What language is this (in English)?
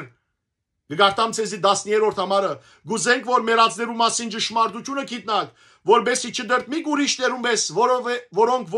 Western Armenian